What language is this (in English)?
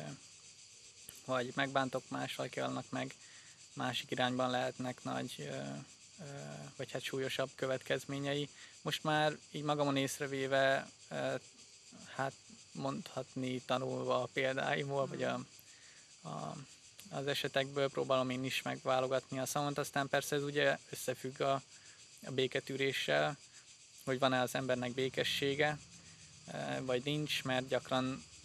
Hungarian